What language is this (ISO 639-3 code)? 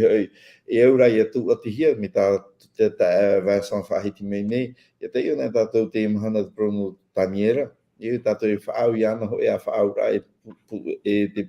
tah